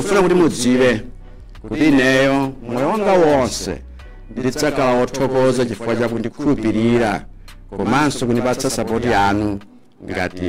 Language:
Nyanja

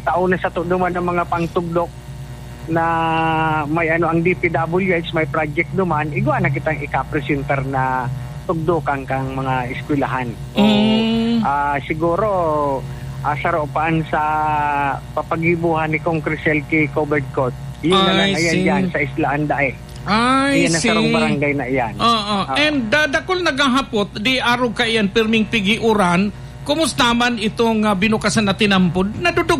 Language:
Bikol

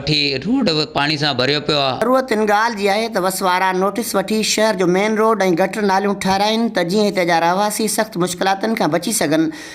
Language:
Sindhi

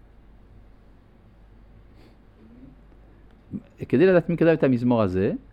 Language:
Hebrew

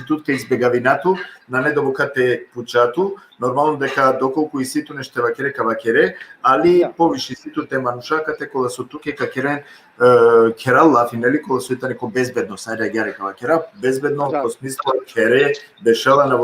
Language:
Balkan Romani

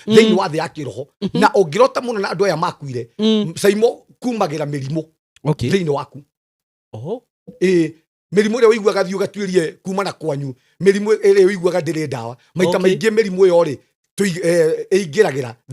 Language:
Kikuyu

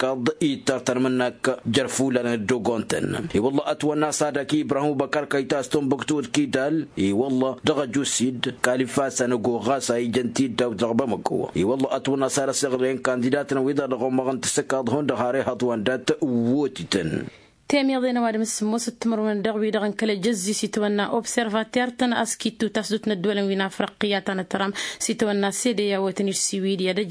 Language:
Tamasheq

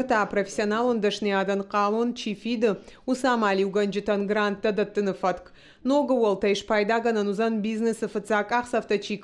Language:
Ossetic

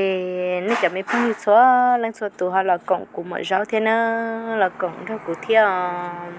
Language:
Hmong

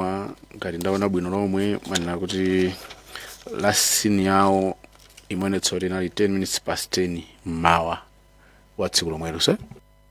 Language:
Nyanja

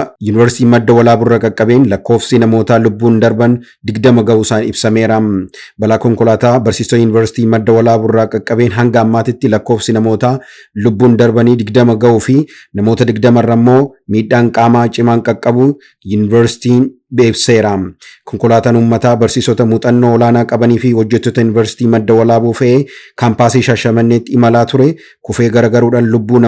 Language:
Oromo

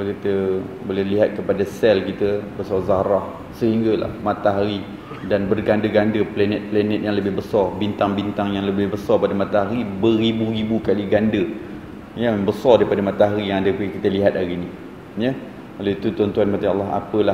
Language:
Malay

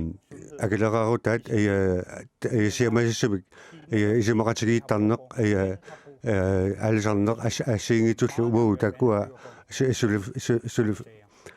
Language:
Kalaallisut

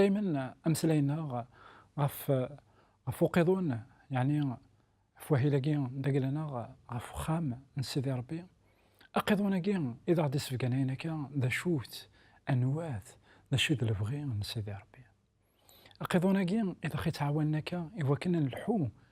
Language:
Kabyle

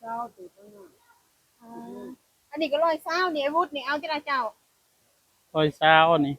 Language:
Northeastern Thai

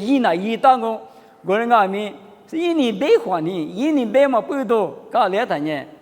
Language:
Lisu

